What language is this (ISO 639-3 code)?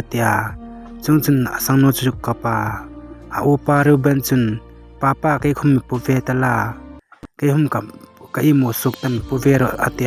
hmr